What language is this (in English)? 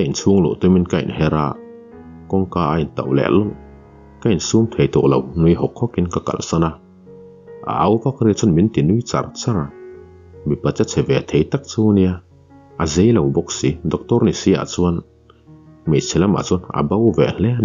Mizo